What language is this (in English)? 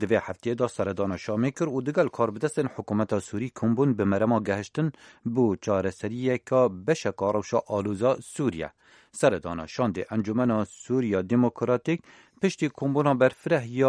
Kurdish